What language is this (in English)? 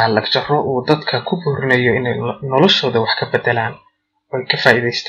Somali